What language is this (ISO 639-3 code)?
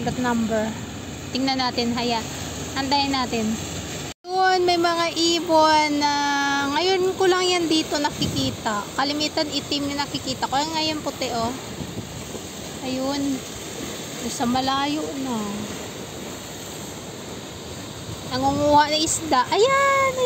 fil